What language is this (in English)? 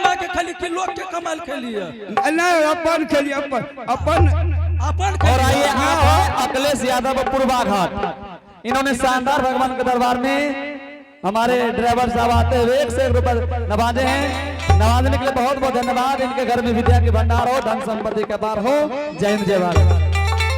Angika